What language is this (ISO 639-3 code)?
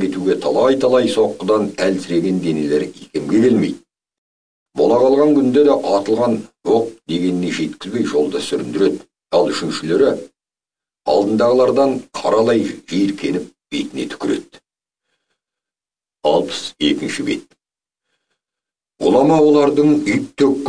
kaz